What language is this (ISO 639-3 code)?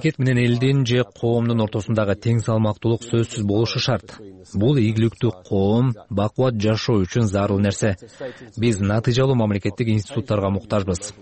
kir